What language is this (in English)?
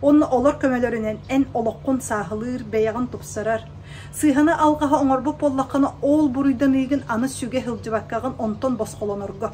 Yakut